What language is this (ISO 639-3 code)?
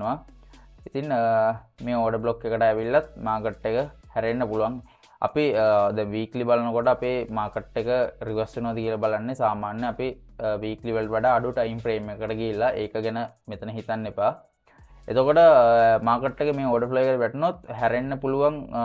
sin